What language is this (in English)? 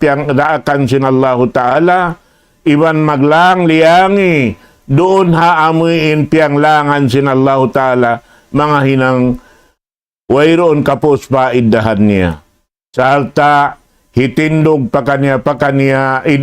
Tausug